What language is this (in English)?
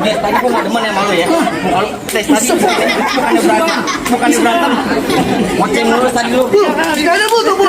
Betawi